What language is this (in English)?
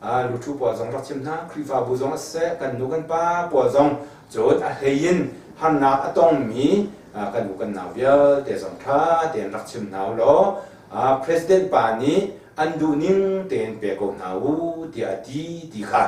Hakha Chin